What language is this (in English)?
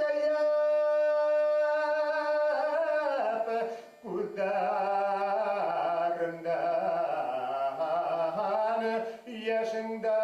Bashkir